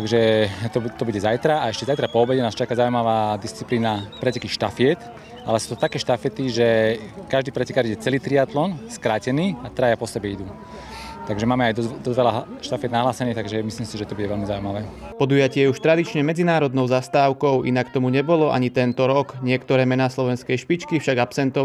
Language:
Slovak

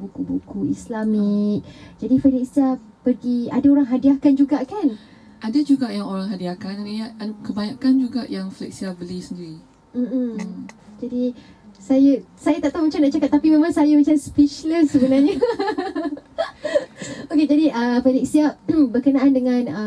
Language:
Malay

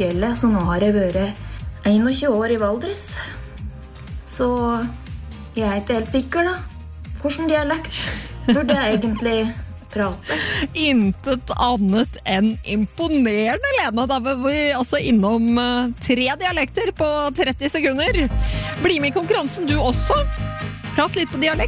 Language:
Norwegian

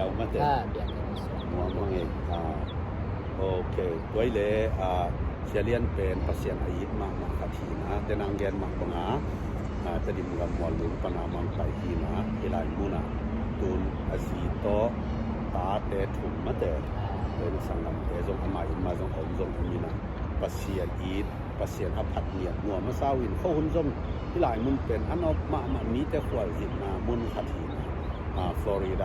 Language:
Tedim Chin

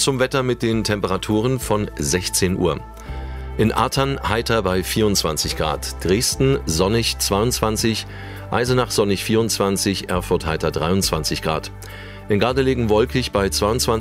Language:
German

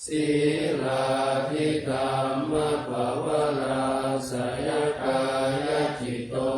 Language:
Pali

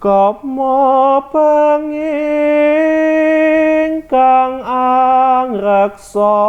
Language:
Javanese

